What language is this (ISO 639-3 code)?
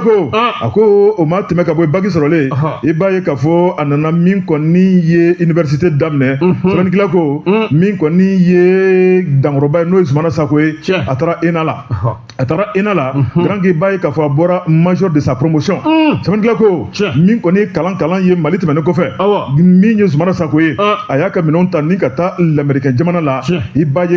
bam